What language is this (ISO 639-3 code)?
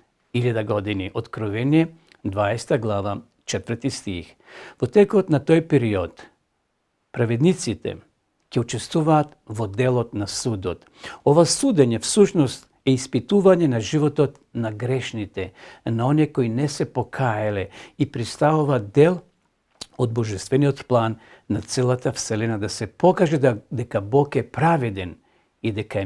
mkd